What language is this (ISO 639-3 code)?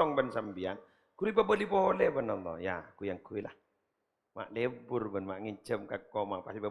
mad